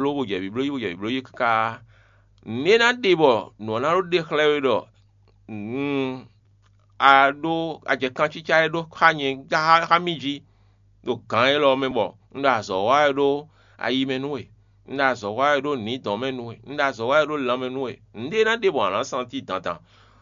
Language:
Fon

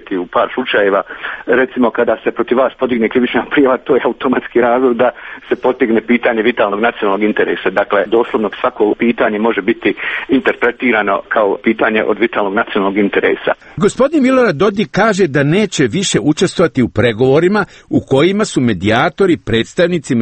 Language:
Serbian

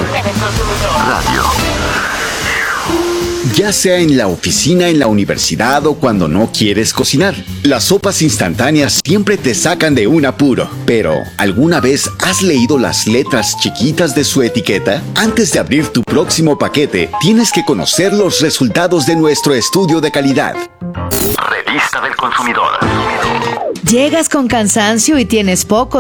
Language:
Spanish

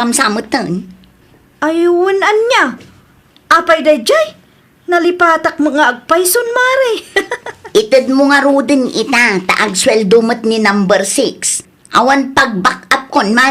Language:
Iloko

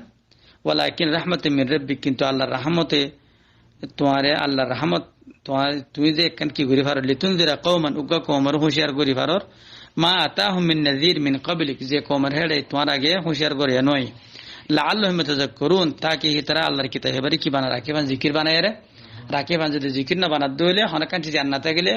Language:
Rohingya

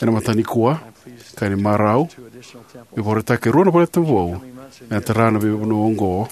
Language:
Fijian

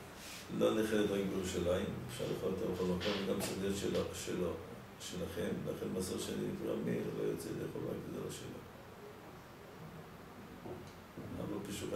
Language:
Hebrew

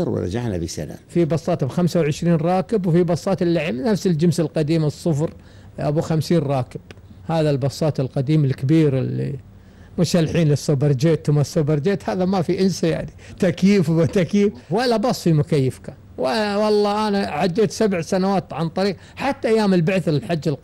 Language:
Gulf Arabic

